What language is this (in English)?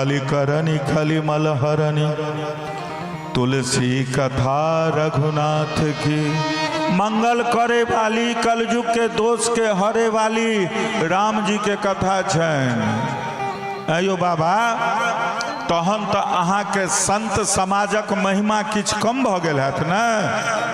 Maithili